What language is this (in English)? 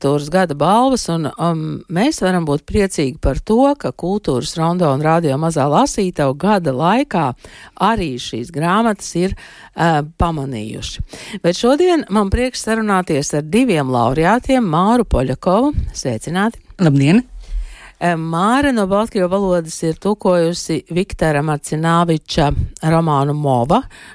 Latvian